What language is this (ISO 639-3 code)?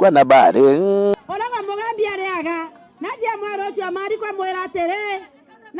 mer